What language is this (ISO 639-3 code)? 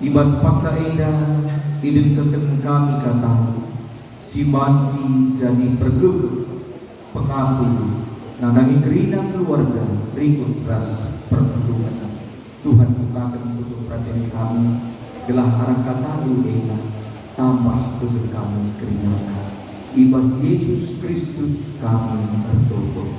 btx